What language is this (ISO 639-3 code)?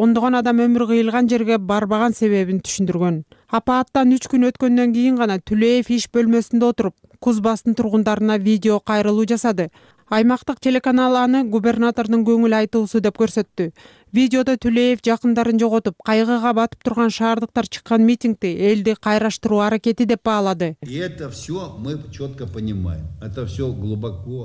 kir